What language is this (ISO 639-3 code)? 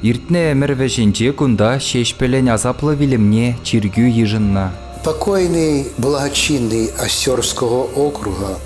chv